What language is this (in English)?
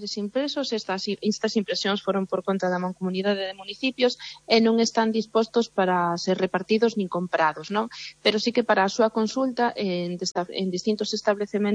Galician